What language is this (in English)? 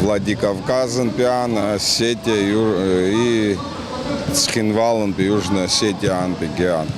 Abkhazian